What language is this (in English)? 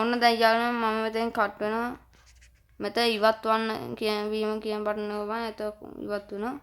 Sinhala